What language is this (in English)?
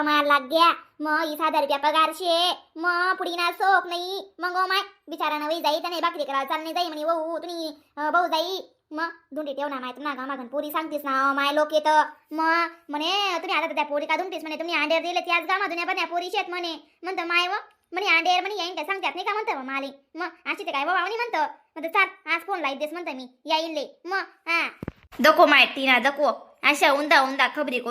Khandesi